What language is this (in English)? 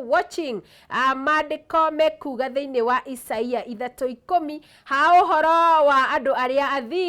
Kikuyu